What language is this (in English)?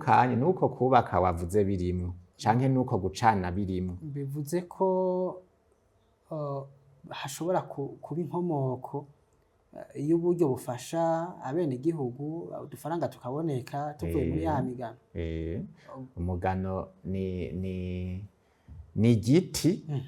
Rundi